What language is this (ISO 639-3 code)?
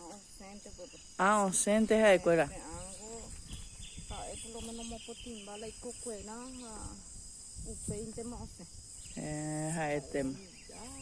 grn